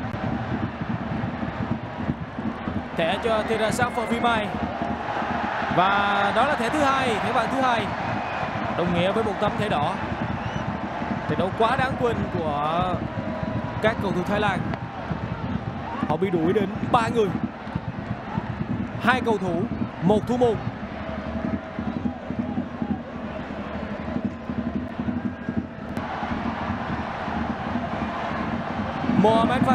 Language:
Vietnamese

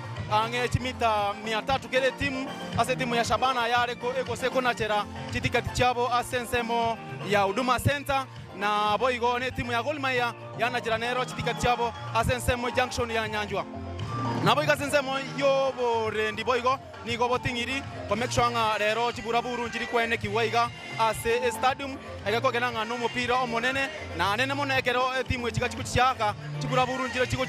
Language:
Gusii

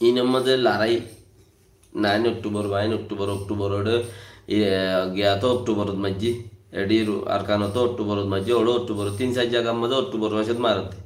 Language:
Rohingya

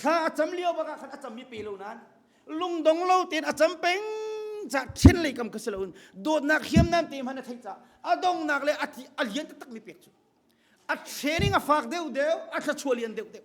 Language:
Hakha Chin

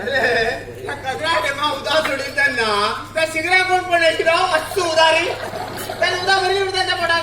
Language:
Konkani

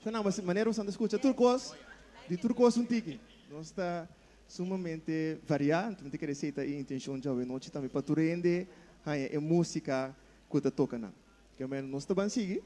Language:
Papiamento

